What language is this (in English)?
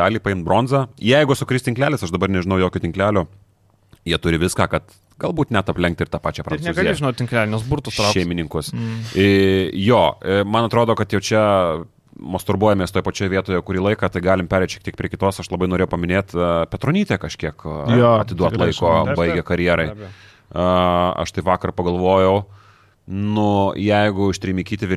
Lithuanian